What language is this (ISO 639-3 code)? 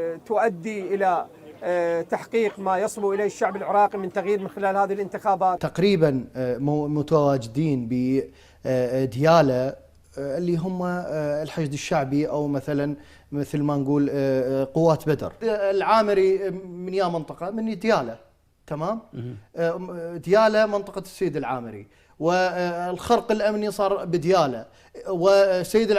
acm